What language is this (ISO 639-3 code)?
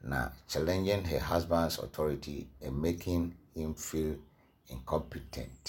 aka